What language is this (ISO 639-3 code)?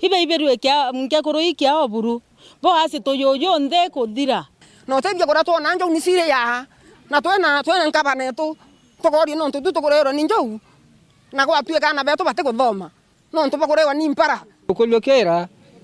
mer